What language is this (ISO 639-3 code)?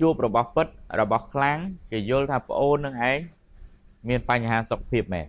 khm